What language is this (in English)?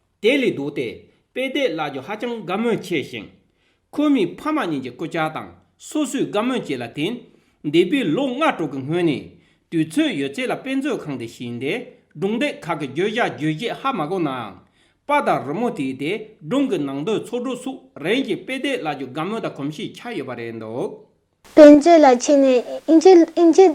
Tibetan